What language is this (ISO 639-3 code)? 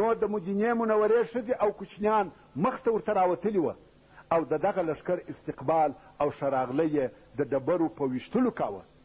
pus